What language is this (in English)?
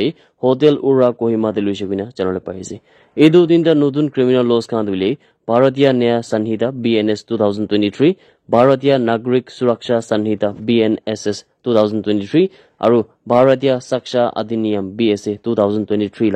Naga Pidgin